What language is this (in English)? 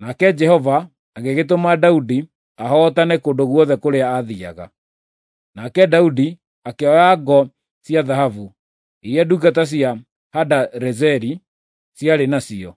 Kikuyu